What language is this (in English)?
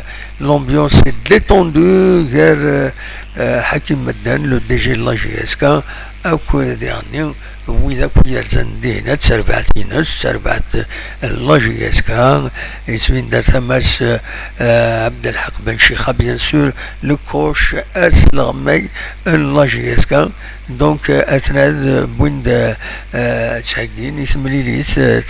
Kabyle